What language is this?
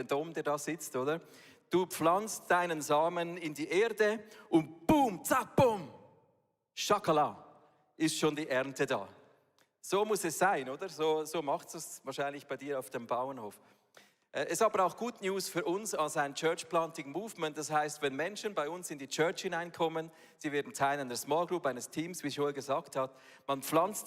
Swiss German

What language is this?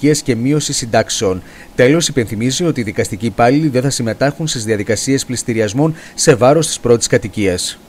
Greek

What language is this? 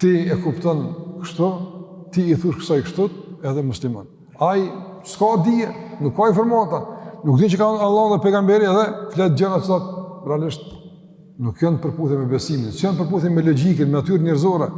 Albanian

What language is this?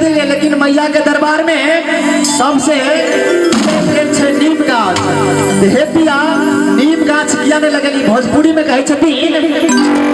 Maithili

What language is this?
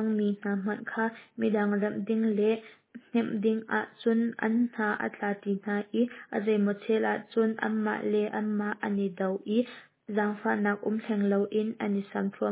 Hakha Chin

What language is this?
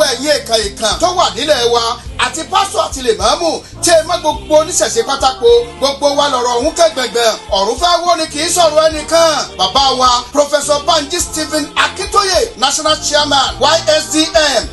Yoruba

